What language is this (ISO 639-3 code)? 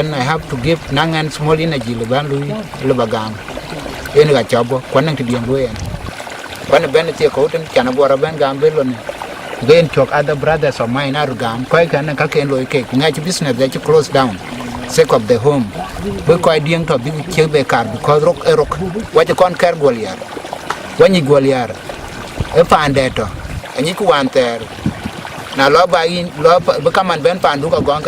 din